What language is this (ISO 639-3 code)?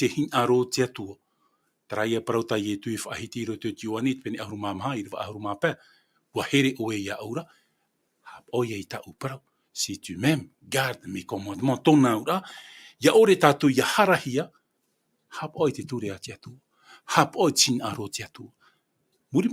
tah